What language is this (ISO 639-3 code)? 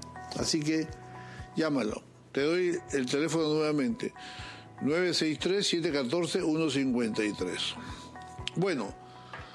spa